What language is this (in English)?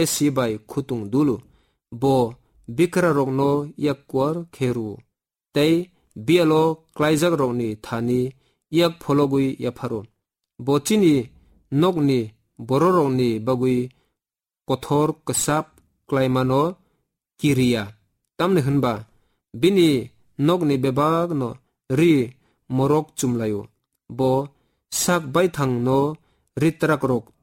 Kok Borok